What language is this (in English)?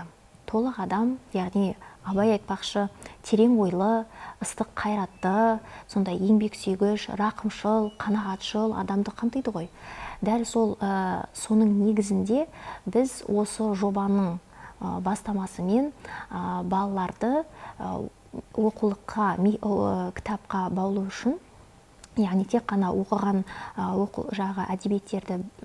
Kazakh